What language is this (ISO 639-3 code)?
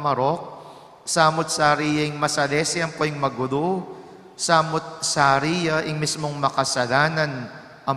pam